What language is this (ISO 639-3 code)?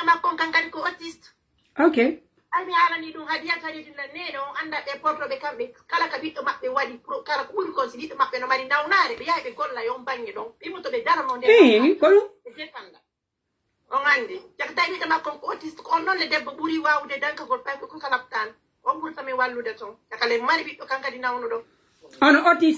fuf